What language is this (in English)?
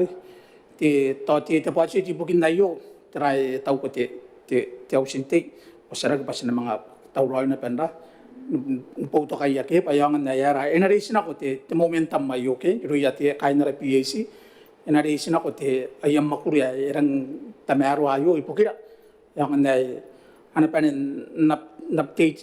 Gilbertese